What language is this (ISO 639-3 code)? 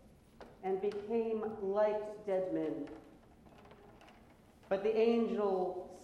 eng